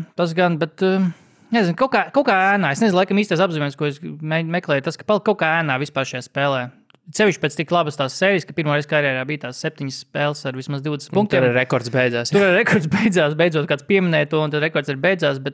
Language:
Latvian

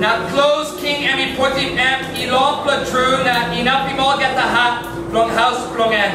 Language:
Tok Pisin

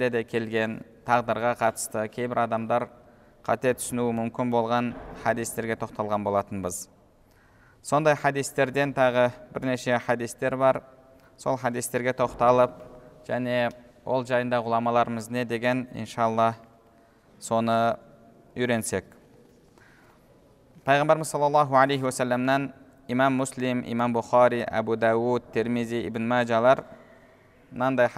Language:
Kazakh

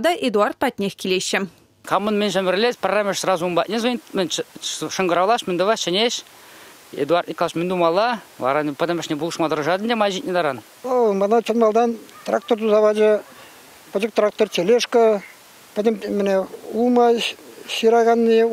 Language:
Chuvash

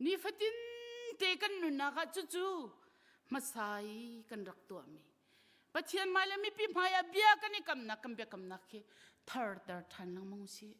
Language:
Hakha Chin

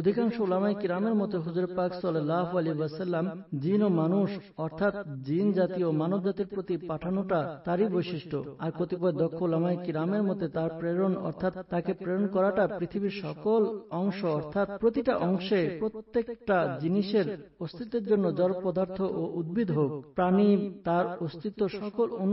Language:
Bangla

